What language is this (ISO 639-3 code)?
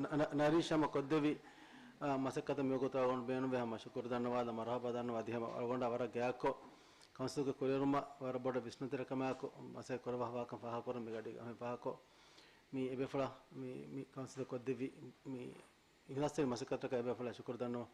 div